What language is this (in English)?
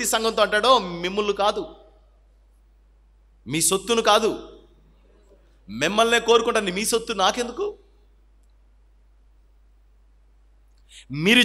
Telugu